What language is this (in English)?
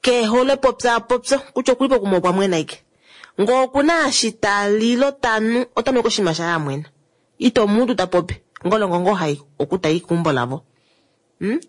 Kuanyama